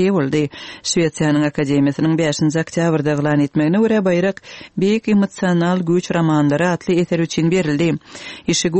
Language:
Kyrgyz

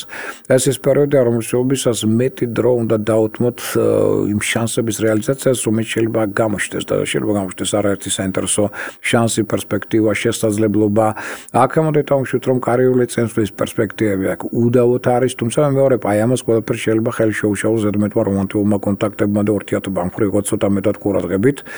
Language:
Georgian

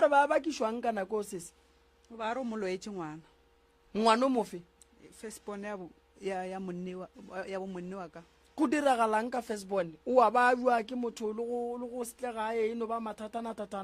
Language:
Northern Sotho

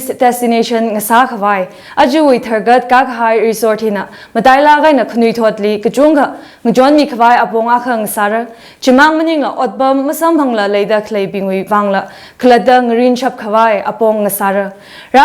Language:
Tangkhul Naga (India)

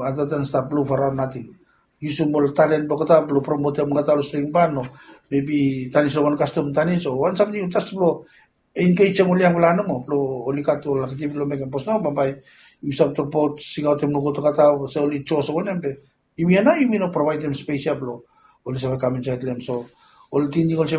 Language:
Bislama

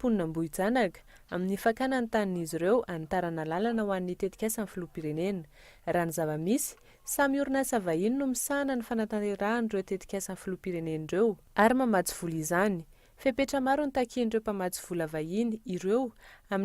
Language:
Malagasy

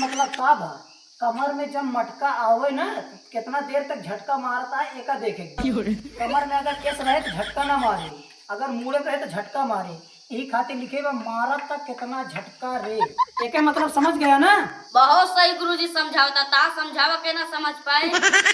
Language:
Awadhi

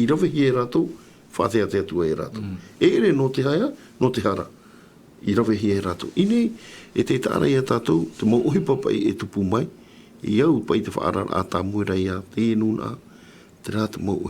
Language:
Tahitian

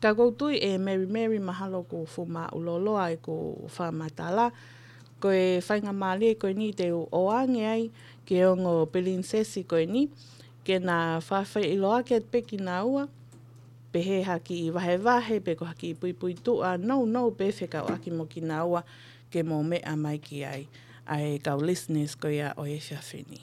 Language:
Tongan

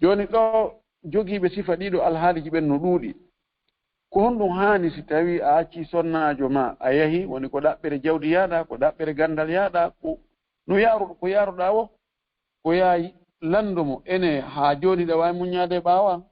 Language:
Fula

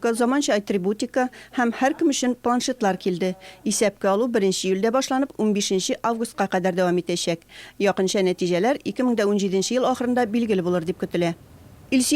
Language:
Tatar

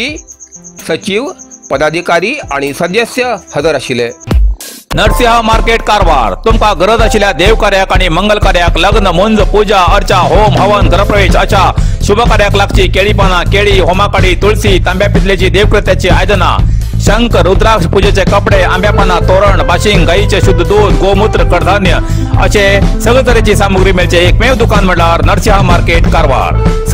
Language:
Konkani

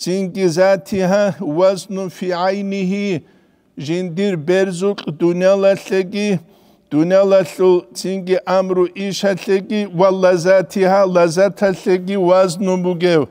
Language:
Avaric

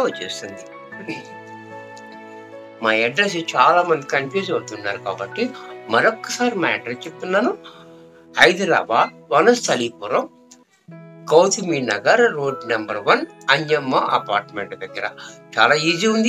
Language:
Telugu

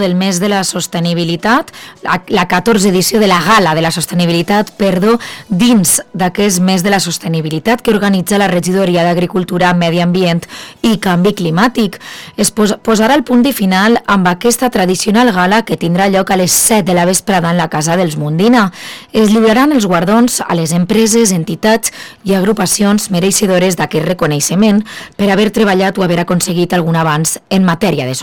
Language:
Catalan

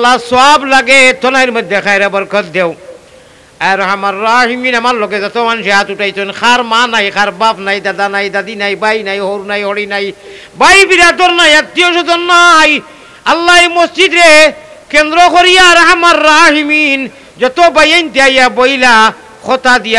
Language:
Sylheti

